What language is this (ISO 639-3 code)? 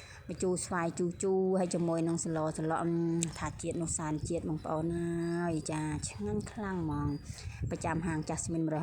khm